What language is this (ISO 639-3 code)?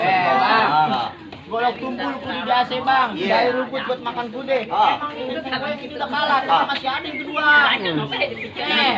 bew